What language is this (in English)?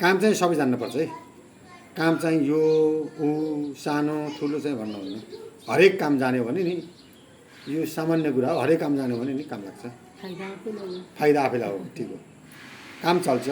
Nepali